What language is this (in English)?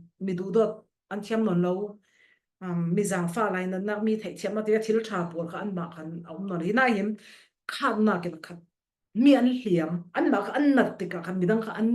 Falam Chin